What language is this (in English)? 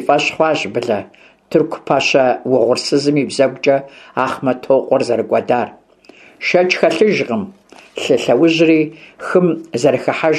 Kabardian